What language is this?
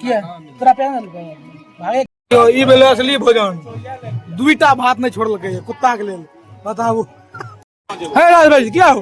Maithili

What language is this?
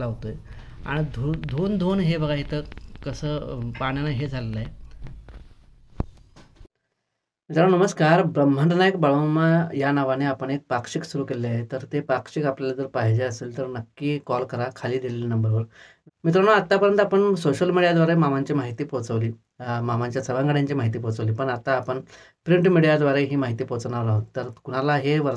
Marathi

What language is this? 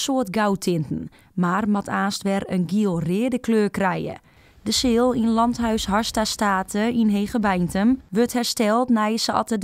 Western Frisian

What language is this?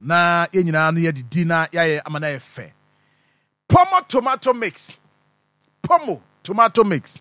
Akan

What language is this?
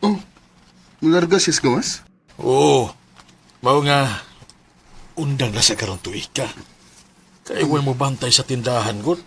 Cebuano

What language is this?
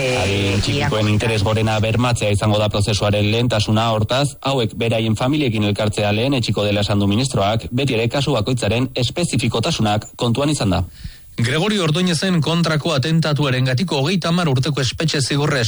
Basque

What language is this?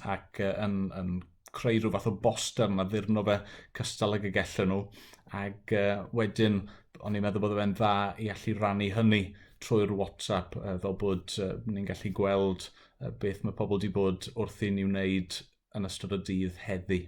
Welsh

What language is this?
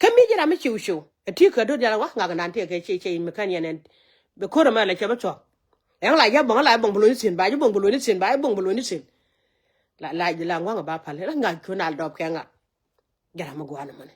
Nuer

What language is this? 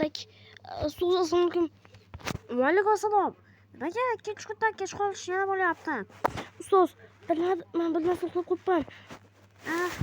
Uzbek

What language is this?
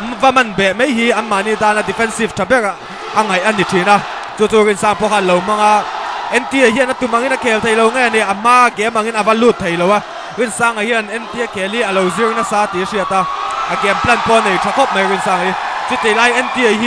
Mizo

